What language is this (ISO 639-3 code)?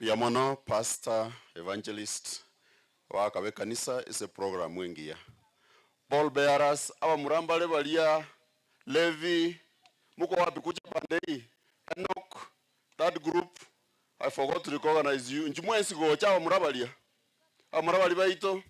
guz